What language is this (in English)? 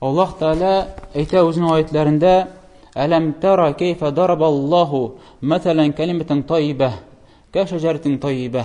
Tatar